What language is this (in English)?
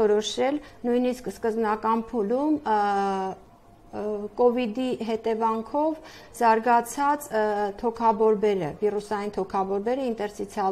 Armenian